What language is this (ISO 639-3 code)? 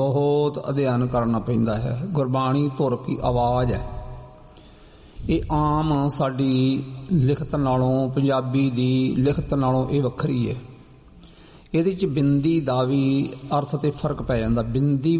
pan